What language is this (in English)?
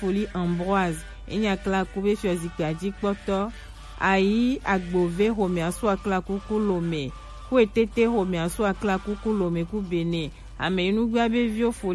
Gen